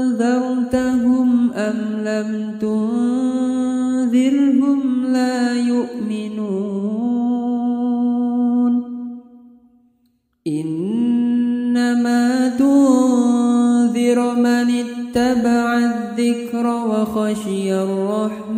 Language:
Arabic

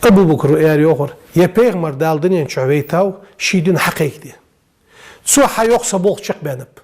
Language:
Ingush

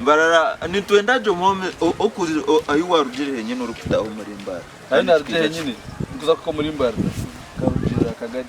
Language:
Nyankole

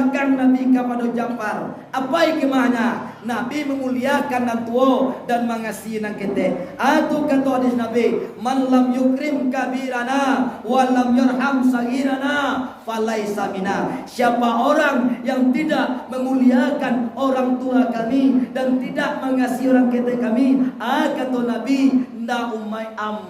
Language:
Minangkabau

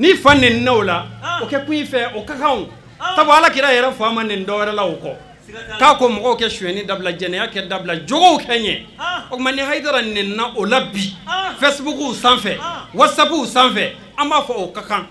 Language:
Bambara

